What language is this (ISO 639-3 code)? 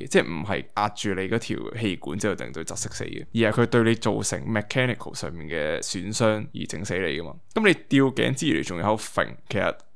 yue